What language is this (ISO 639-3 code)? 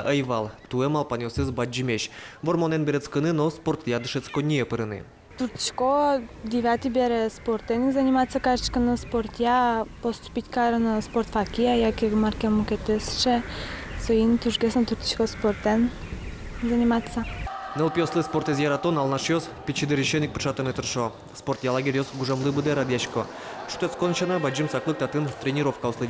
udm